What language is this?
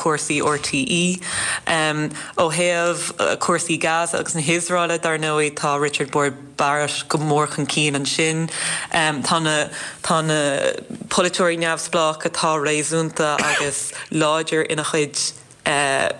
Irish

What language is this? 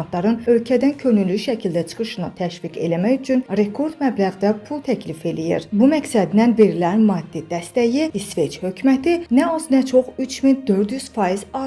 Azerbaijani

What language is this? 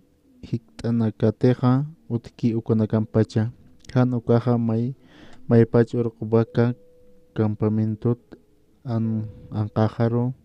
Aymara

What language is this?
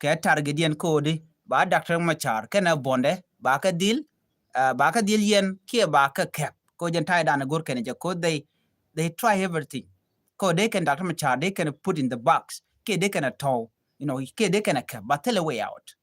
Nuer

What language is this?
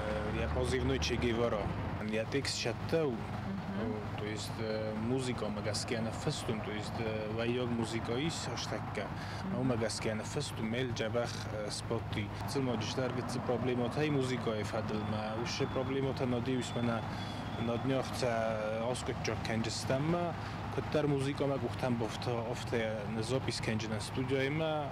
Ossetic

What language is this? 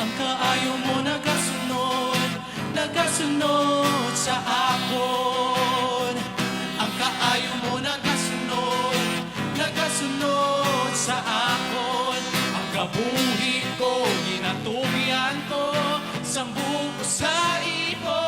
Hiligaynon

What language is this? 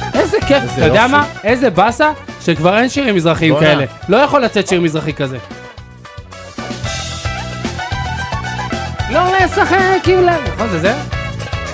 Hebrew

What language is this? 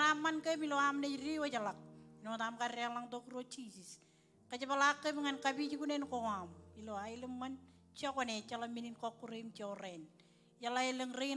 Marshallese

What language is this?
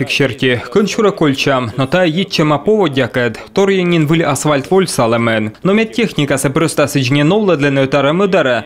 Komi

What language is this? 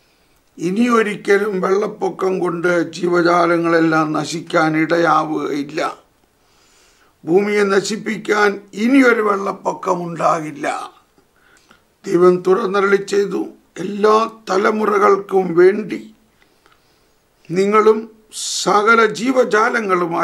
Malayalam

